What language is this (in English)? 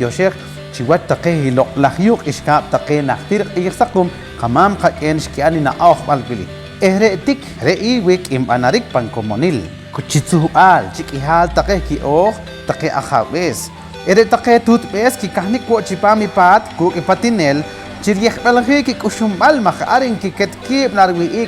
Poqomchi'